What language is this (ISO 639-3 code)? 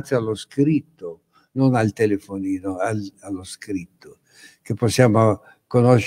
ita